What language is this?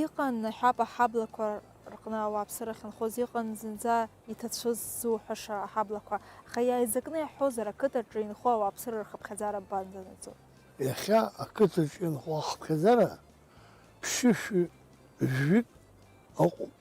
Abkhazian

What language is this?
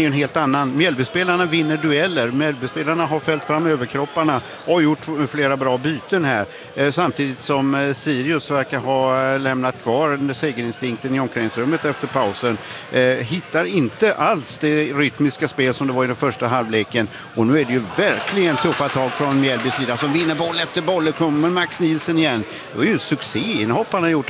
Swedish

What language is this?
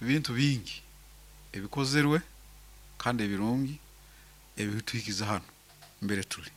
Nyankole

